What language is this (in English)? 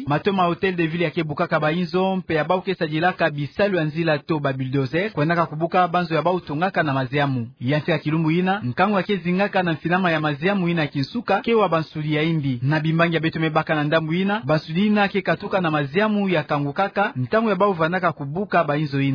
Kituba (Democratic Republic of Congo)